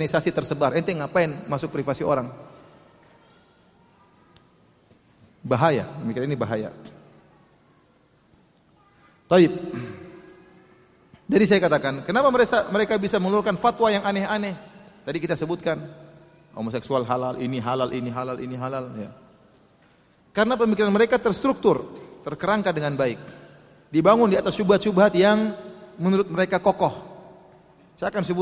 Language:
Indonesian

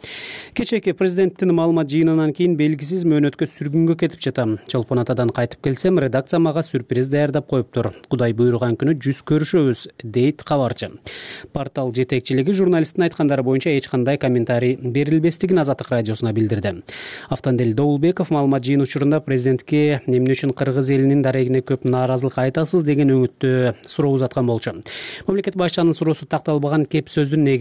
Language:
Kyrgyz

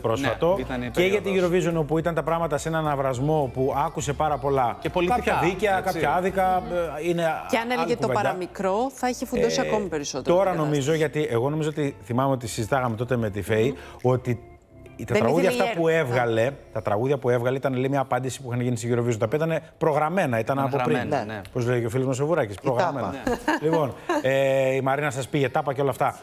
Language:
Greek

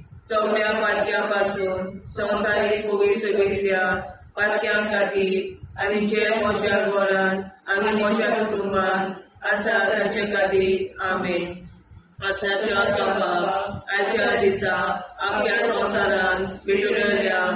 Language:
Konkani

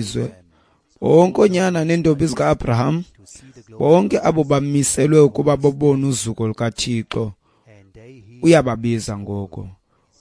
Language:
Xhosa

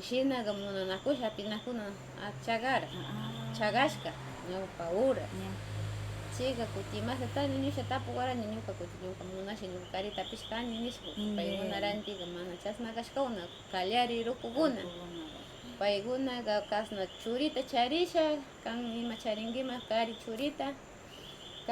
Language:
Northern Pastaza Quichua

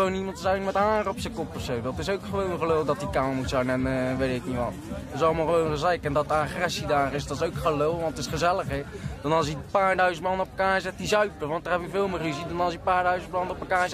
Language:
Dutch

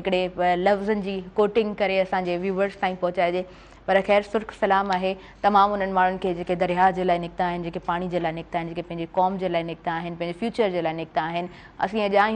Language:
Sindhi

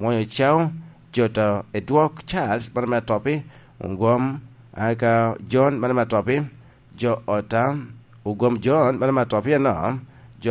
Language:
Lango (Uganda)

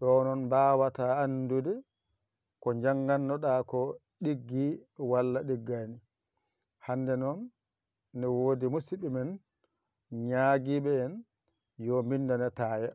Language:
Fula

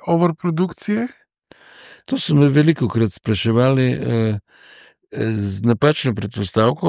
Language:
Slovenian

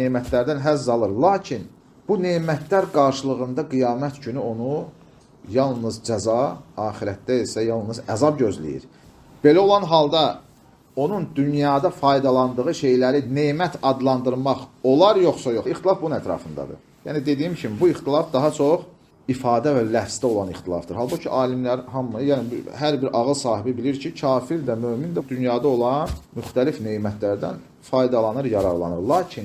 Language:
Azerbaijani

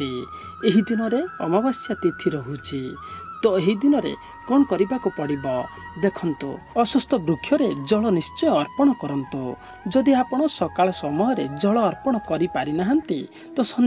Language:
Odia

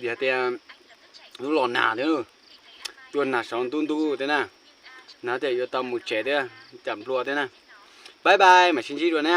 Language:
Hmong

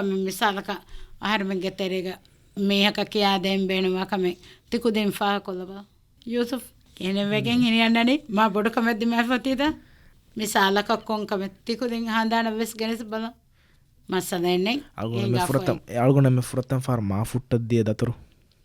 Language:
Divehi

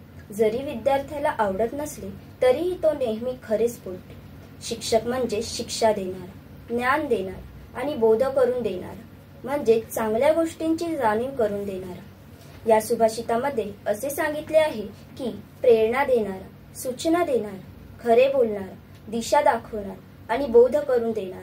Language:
Marathi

